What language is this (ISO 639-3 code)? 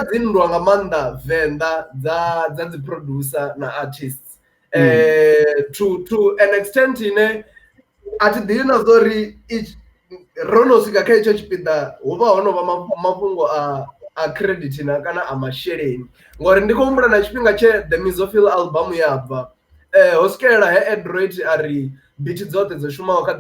ven